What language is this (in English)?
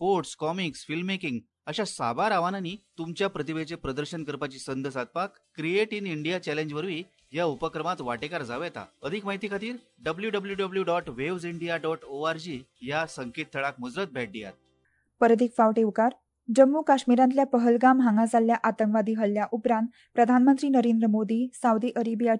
Konkani